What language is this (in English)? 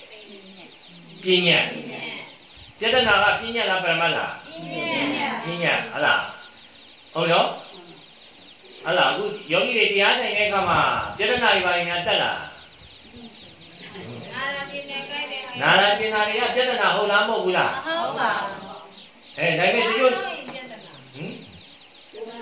Burmese